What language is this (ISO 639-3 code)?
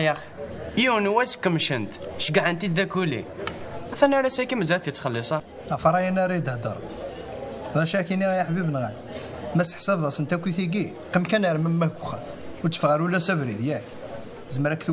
kab